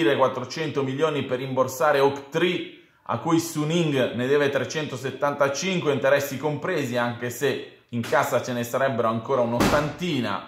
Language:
Italian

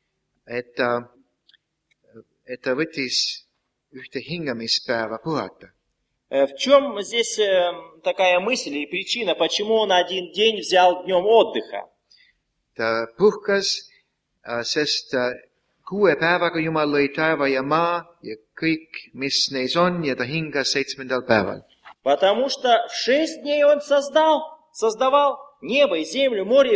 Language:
Estonian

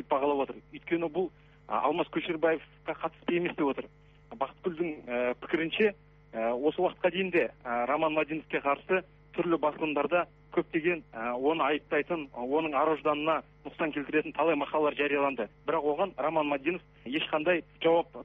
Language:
Kazakh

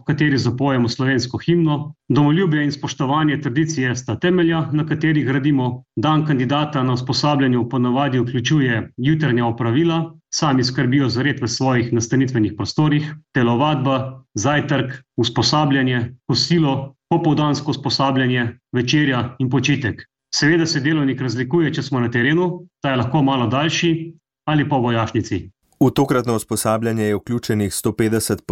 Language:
Slovenian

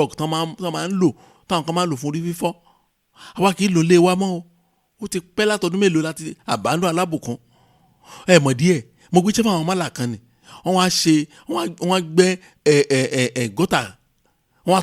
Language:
Yoruba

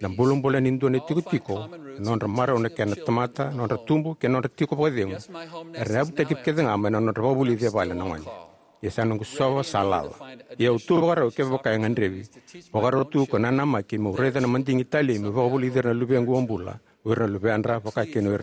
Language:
Fijian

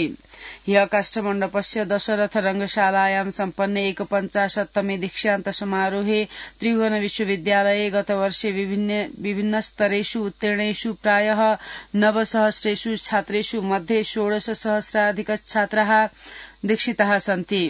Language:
Sanskrit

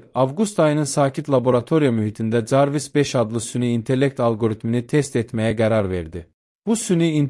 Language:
Azerbaijani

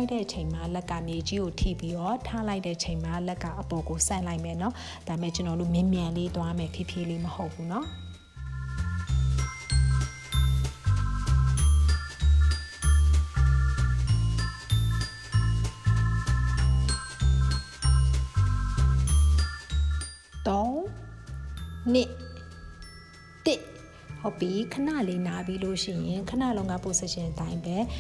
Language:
Burmese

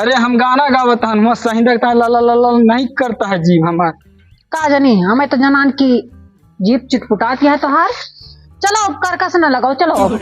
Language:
Awadhi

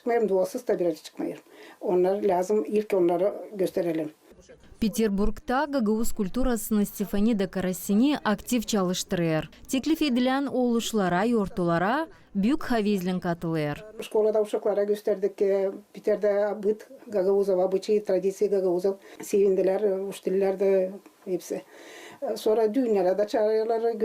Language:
Gagauz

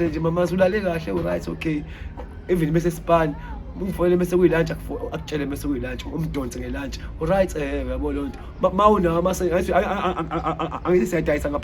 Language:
Zulu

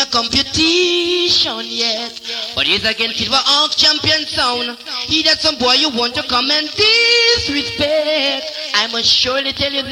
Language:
Jamaican Creole English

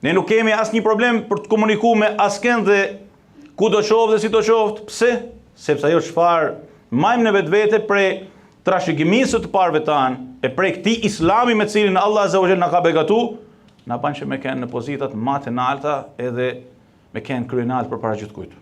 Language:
Albanian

